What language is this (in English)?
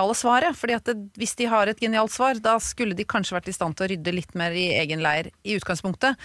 Norwegian